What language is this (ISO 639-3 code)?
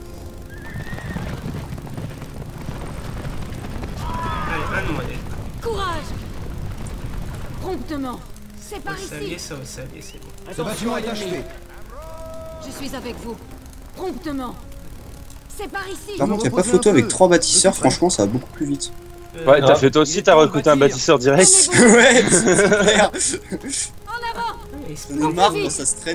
fra